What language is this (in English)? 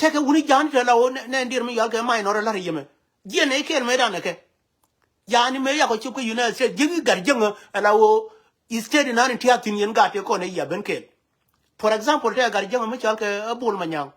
Nuer